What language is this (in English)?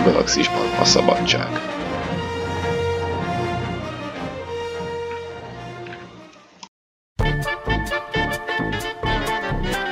Hungarian